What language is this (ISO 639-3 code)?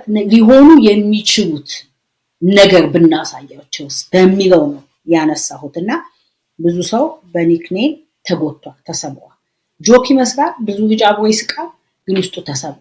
amh